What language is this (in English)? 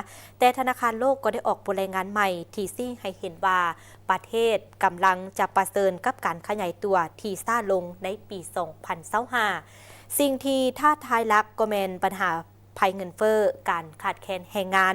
Lao